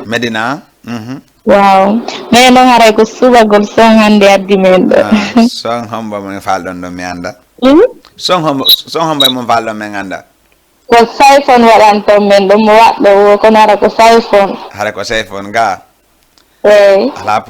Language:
Fula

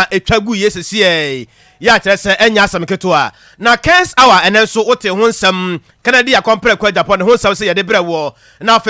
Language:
Akan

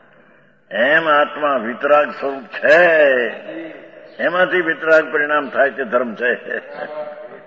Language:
Gujarati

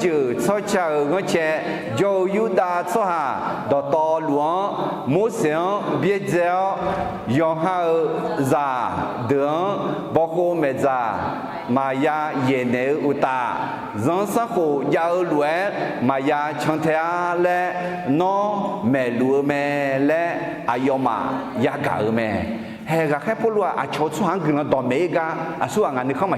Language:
Akha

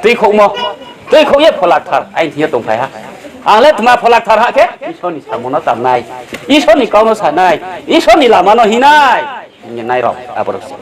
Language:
Riang (India)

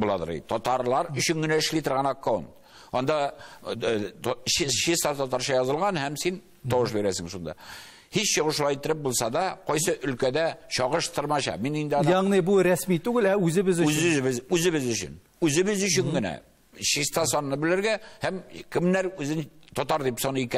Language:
Tatar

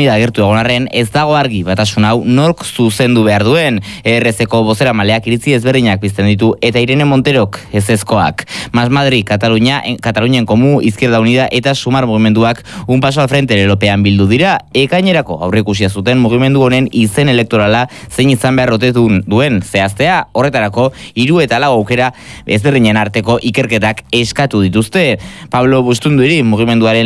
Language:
Basque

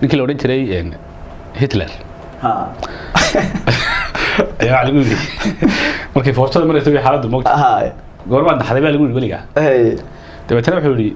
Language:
Somali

